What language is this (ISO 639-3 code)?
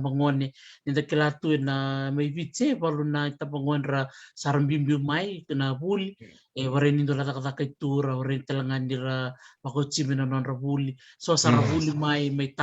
fij